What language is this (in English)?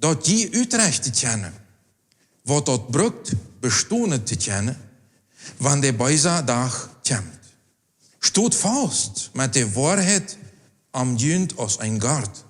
Plautdietsch